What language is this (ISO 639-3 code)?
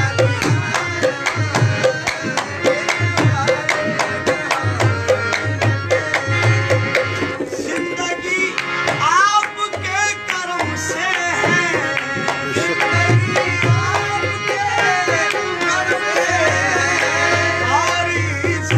hin